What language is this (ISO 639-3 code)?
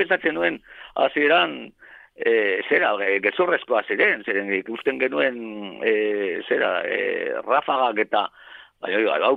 eus